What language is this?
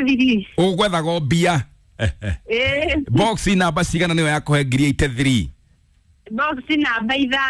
Kikuyu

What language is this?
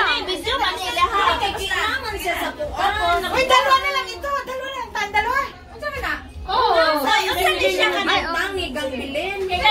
Filipino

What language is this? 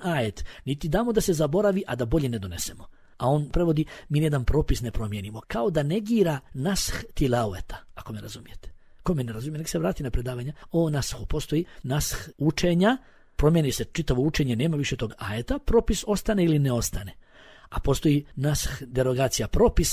Bosnian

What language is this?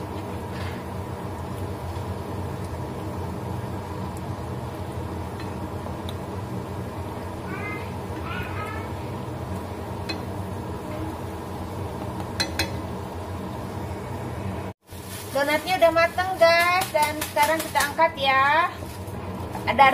Indonesian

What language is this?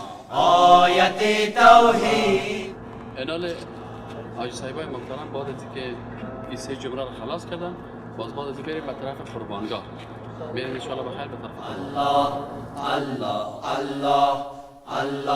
Persian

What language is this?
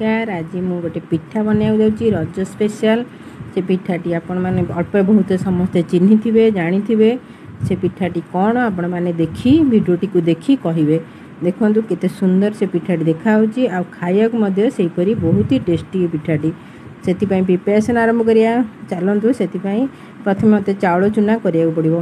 Odia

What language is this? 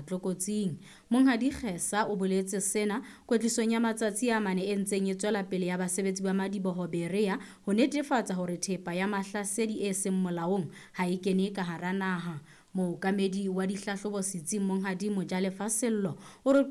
Southern Sotho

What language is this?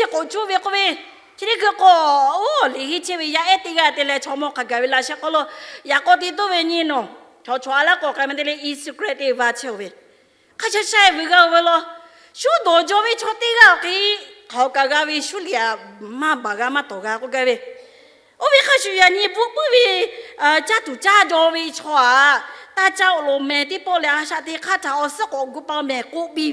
Lahu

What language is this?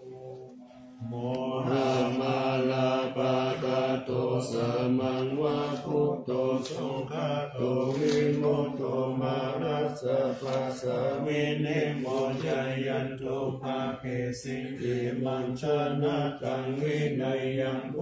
Pali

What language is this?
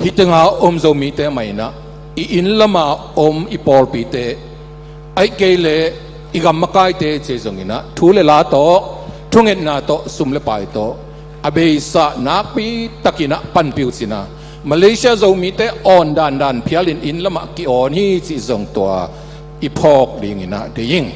Tedim Chin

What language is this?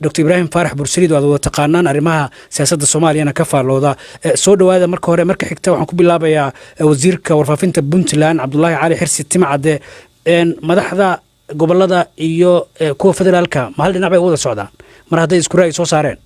Somali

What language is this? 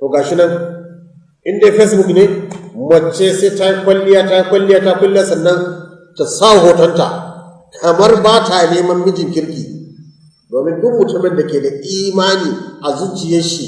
Hausa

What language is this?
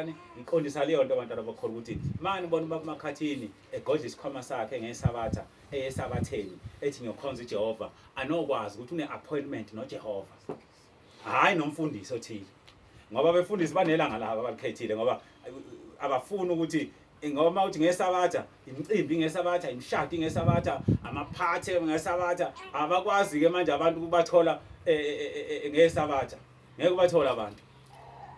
Zulu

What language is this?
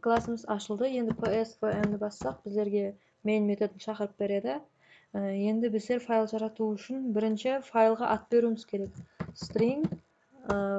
Kara-Kalpak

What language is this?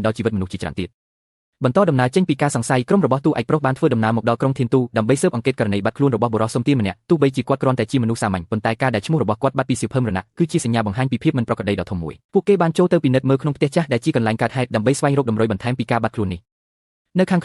Khmer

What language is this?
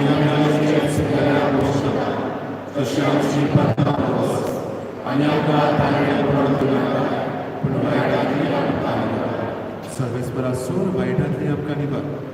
Konkani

